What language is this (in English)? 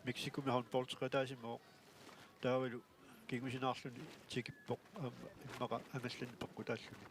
Kalaallisut